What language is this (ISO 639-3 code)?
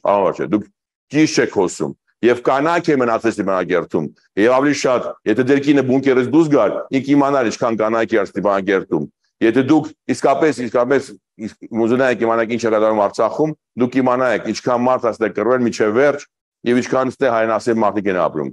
hye